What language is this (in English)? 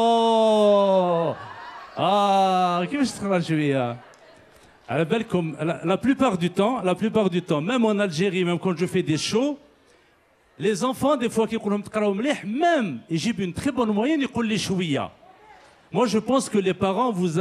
Algerian Arabic